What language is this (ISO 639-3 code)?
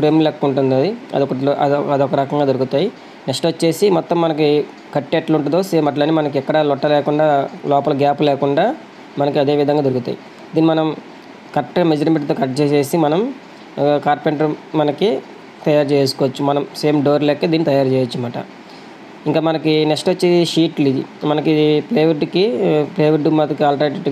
tel